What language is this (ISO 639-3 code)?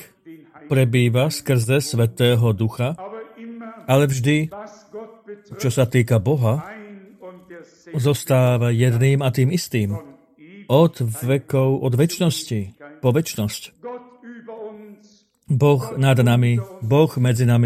slk